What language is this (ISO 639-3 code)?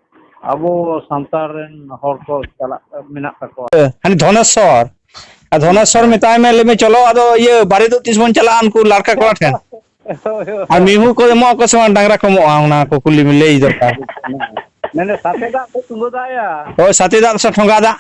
sat